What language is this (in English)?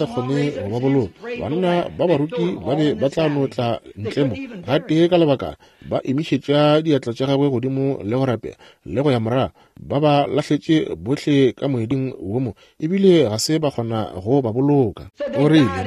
Northern Sotho